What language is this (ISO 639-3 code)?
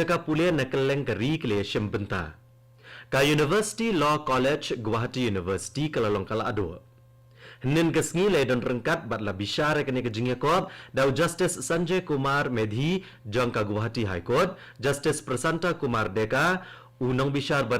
kha